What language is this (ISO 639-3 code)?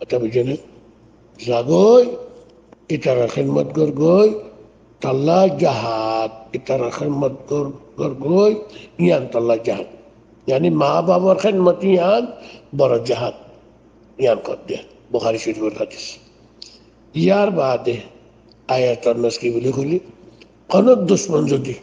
rhg